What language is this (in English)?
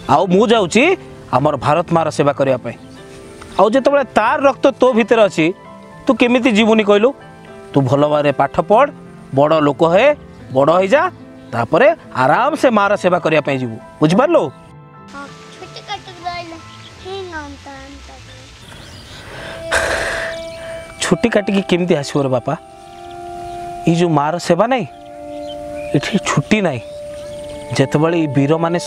Odia